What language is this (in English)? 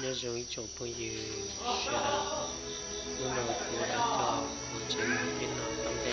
Hmong